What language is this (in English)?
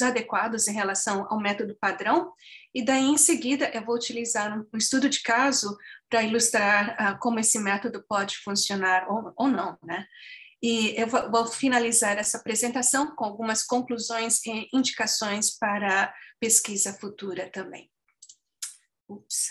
Portuguese